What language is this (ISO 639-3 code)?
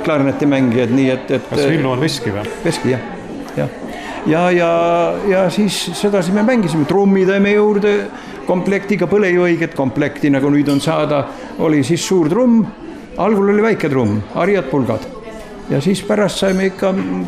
est